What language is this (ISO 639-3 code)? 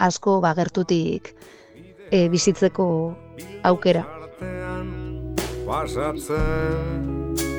eus